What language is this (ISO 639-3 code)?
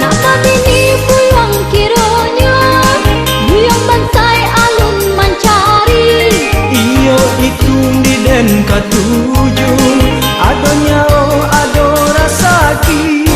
min